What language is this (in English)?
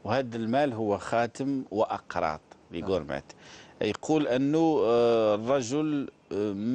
Algerian Arabic